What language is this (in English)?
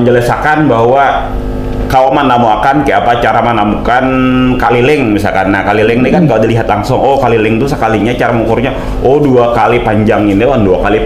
Banjar